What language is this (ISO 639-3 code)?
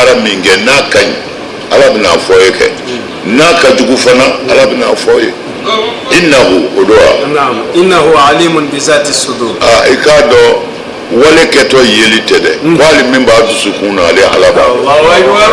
bam